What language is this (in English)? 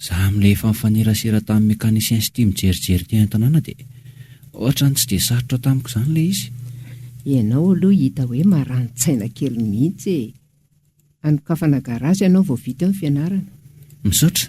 Malagasy